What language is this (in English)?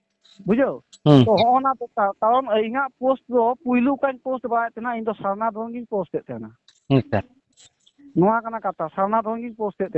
Santali